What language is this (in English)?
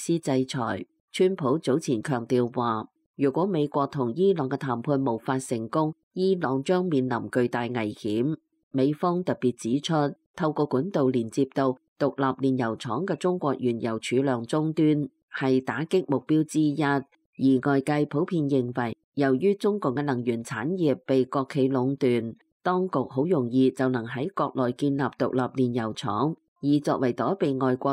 Cantonese